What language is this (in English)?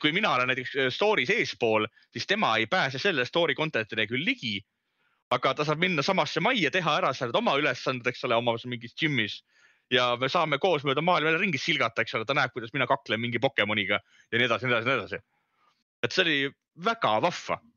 Estonian